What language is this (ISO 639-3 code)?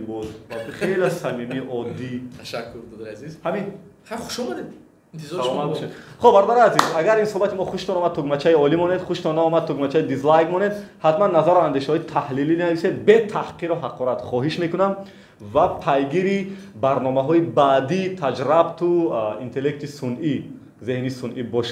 tgk